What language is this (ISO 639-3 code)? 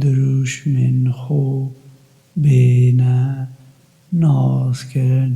kur